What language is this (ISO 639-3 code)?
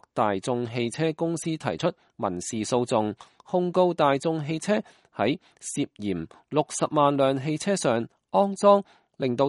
yue